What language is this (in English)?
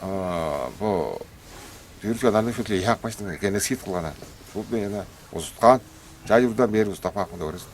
Tuvinian